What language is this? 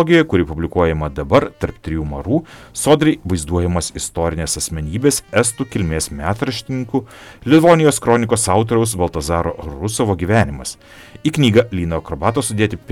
Lithuanian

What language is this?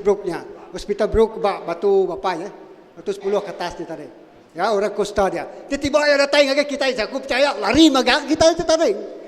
Iban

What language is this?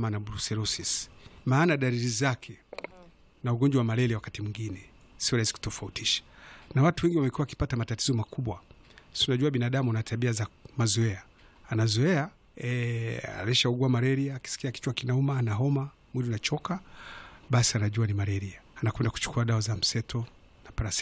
Swahili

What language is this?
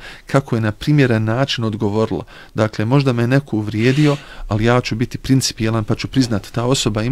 Bosnian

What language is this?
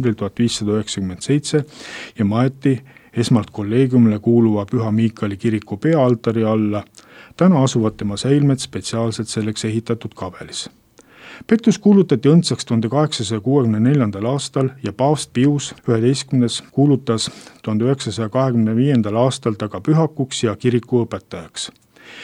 Estonian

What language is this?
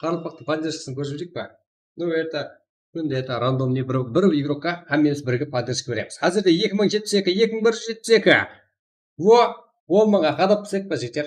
Kara-Kalpak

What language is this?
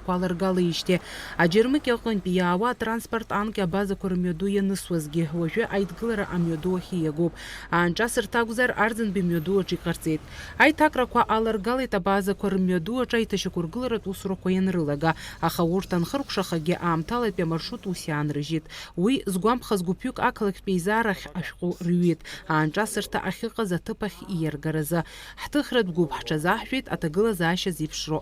Abkhazian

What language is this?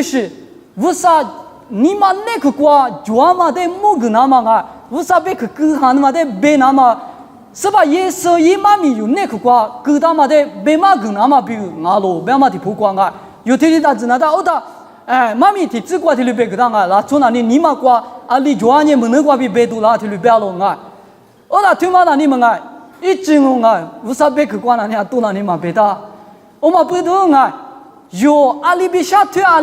Lisu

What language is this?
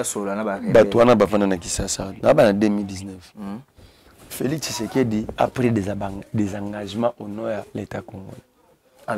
French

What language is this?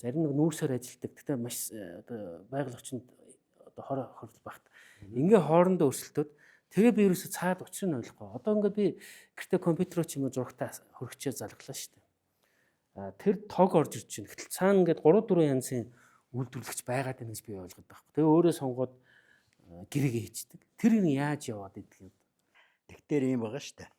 Mongolian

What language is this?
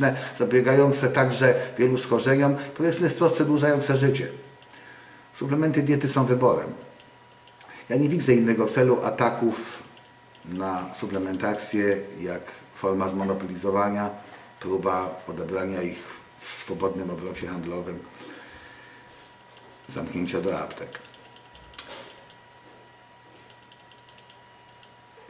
Polish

